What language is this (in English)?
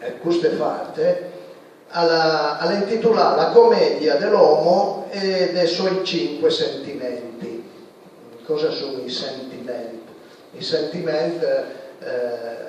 Piedmontese